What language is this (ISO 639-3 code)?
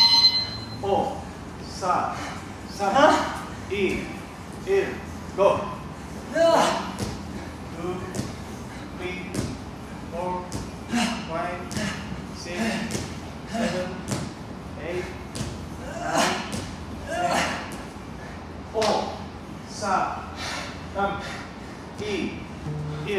kor